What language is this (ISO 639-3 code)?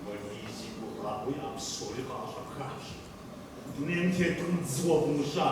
kbd